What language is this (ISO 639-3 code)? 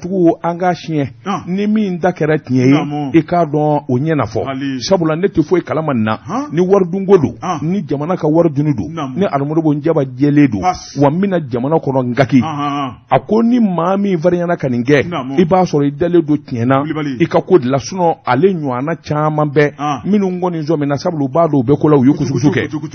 bam